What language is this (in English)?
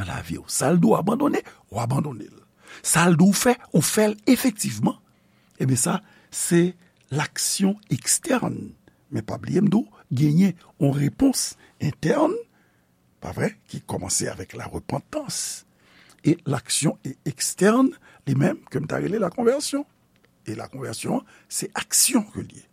Haitian Creole